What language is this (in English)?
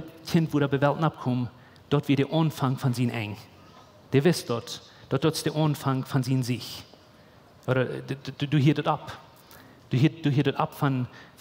Plautdietsch